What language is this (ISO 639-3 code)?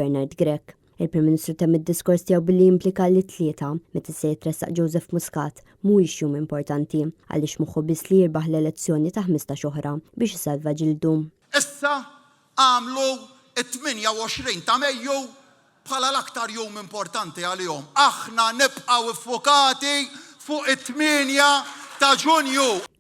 mlt